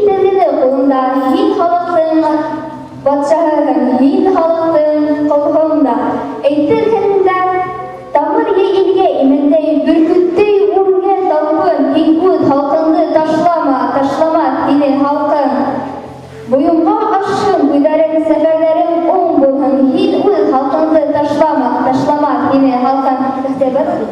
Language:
Bashkir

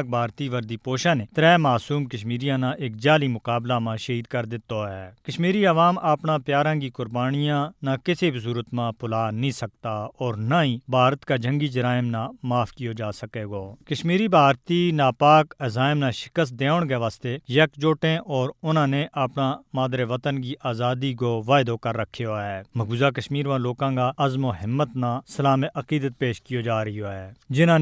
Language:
Gujari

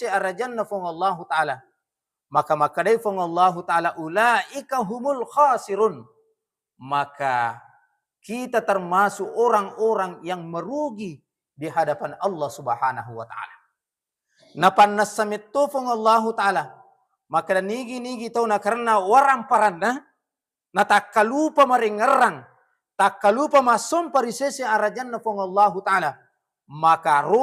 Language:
Buginese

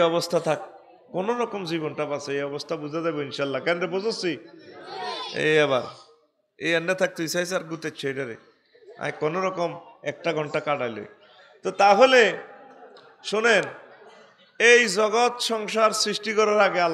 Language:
Bangla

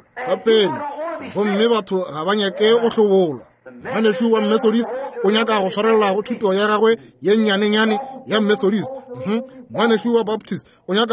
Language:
Northern Sotho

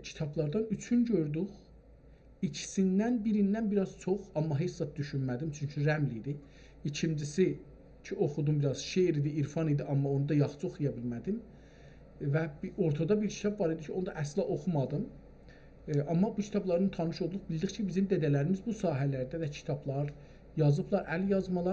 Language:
South Azerbaijani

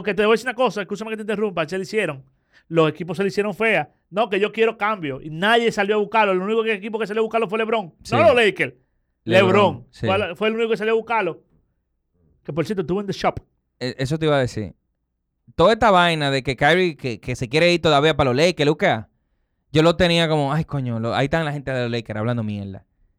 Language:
Spanish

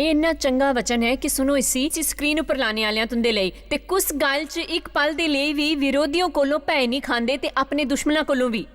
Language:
Dogri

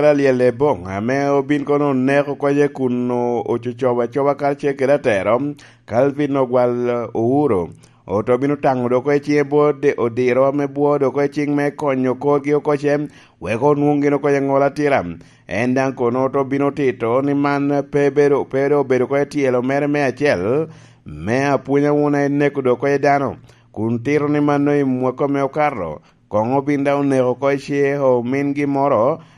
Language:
Lango (Uganda)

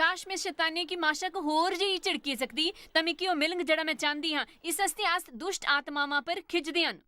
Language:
Dogri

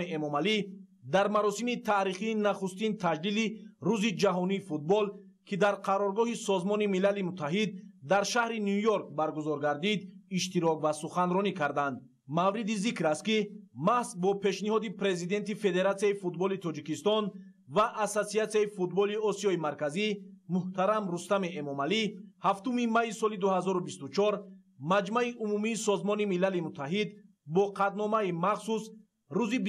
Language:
Tajik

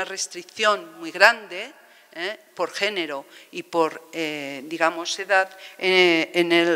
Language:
Spanish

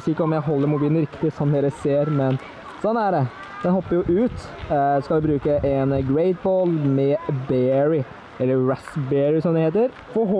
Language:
Norwegian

